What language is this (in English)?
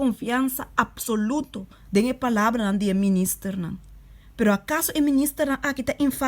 Papiamento